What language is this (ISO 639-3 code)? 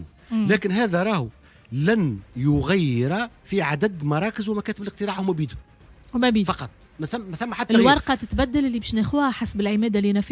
aeb